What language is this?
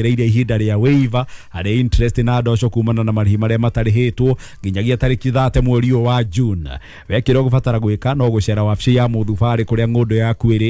Kikuyu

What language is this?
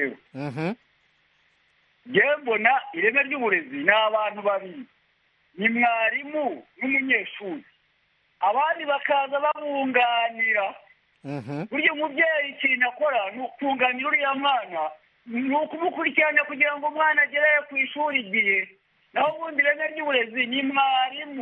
Kinyarwanda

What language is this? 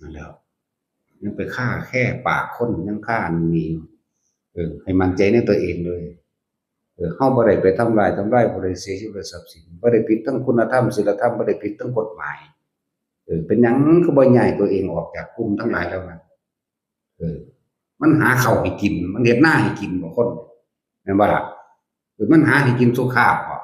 Northeastern Thai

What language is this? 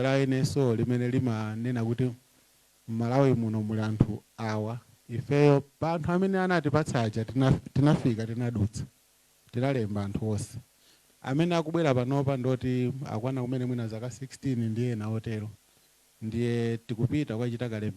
Nyanja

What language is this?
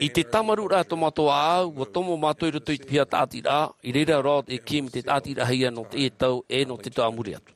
Tahitian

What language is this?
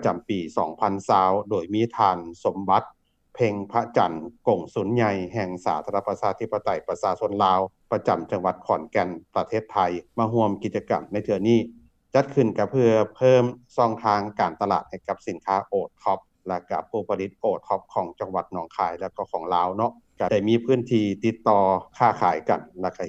Lao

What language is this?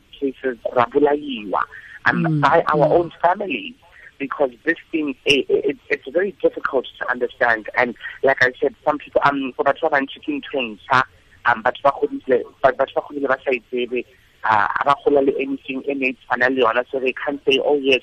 Tswana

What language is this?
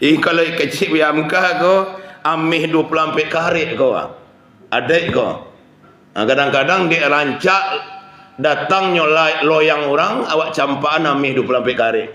Minangkabau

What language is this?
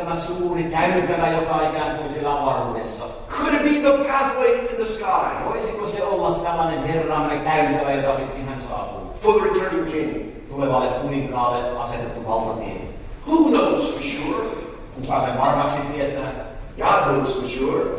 Finnish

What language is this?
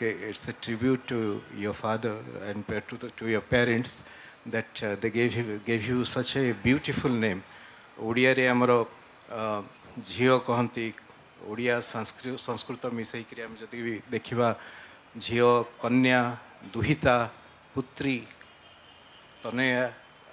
Odia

